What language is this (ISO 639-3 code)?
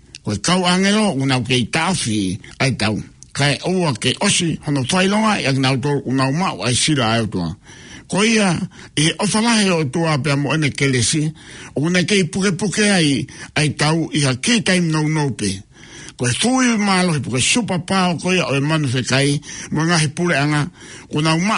ton